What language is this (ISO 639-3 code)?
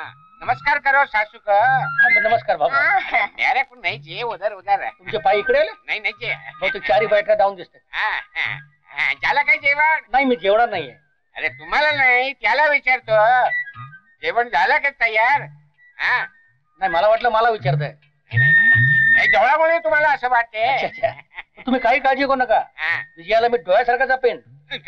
mar